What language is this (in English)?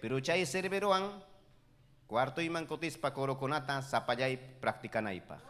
Ayacucho Quechua